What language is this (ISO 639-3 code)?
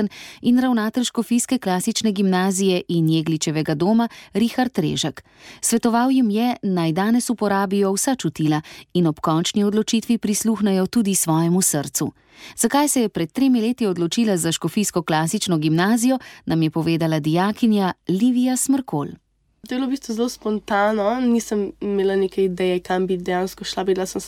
slv